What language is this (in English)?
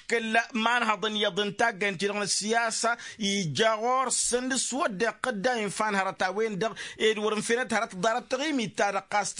Tamasheq